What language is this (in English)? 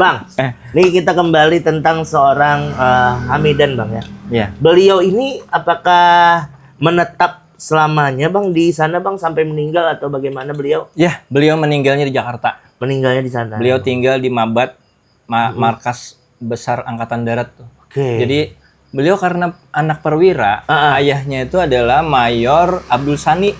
Banjar